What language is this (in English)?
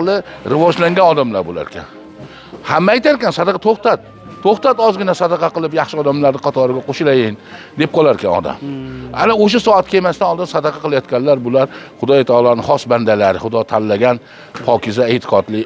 Uzbek